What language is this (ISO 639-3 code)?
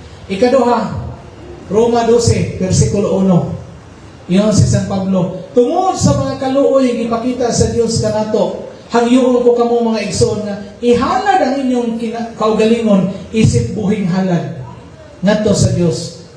ceb